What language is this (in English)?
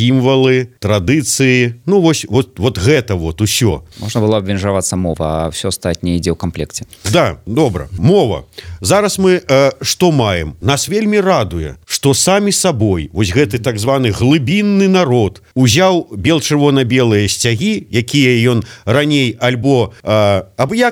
Belarusian